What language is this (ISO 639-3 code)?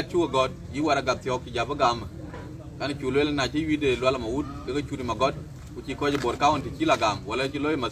din